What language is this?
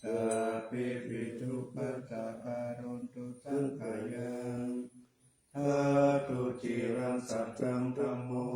Pali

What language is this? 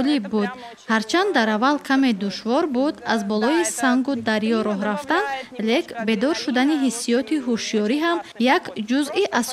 Tajik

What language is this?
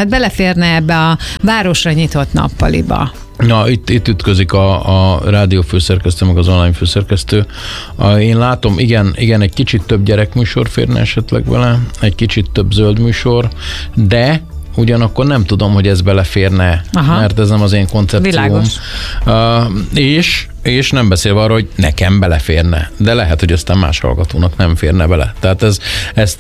Hungarian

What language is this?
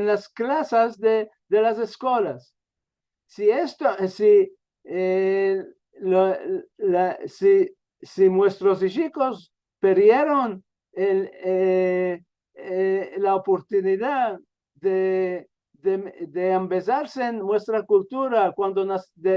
Ladino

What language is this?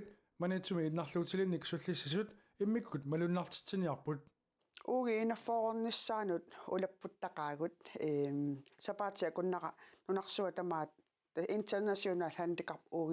Kalaallisut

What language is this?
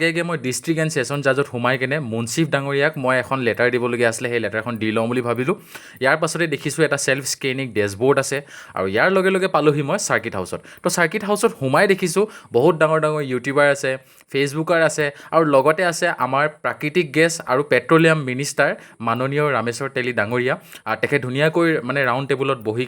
Assamese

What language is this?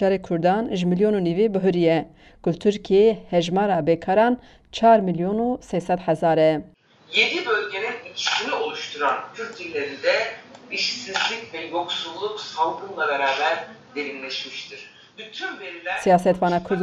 Kurdish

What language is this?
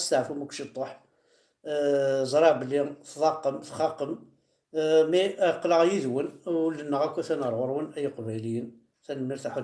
Kabyle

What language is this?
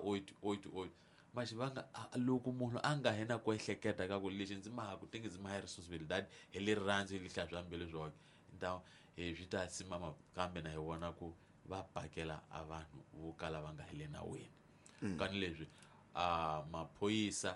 Tsonga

